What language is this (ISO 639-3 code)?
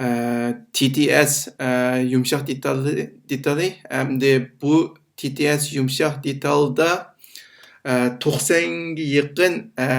uig